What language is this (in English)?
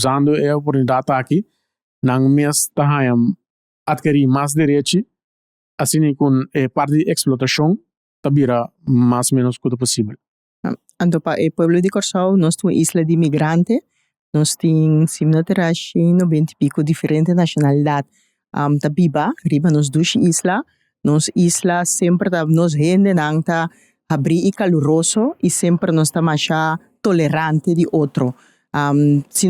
Papiamento